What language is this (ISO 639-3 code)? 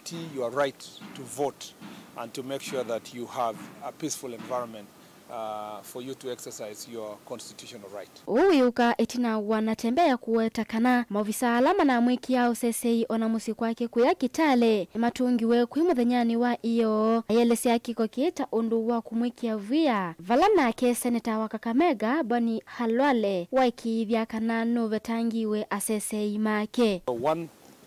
kam